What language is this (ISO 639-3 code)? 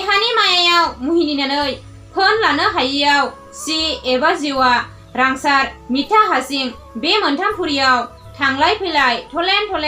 brx